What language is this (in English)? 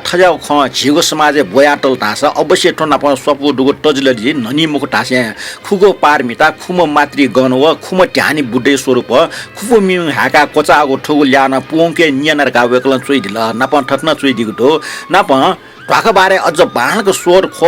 Newari